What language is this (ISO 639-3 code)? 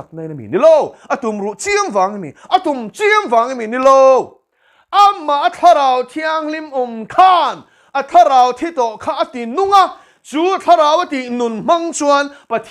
lus